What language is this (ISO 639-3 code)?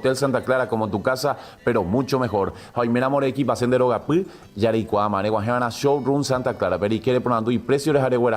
grn